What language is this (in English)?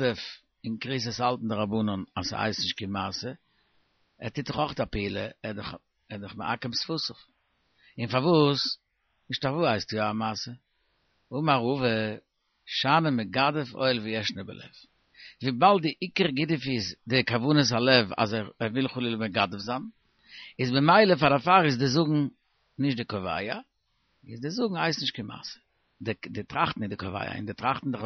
Yiddish